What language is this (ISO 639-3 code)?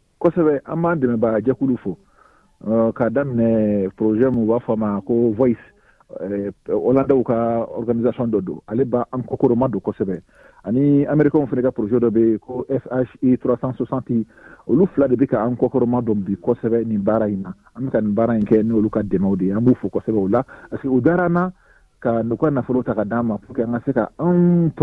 bam